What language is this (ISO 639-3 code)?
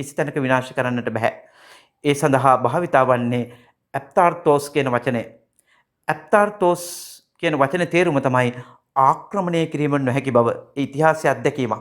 sin